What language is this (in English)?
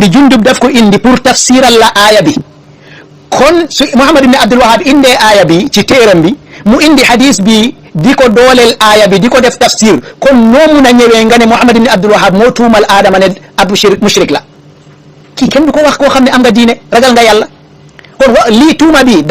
Wolof